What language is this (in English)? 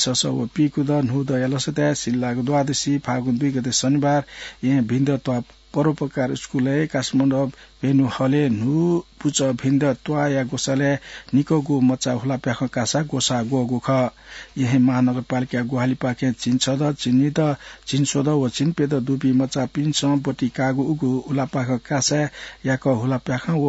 Newari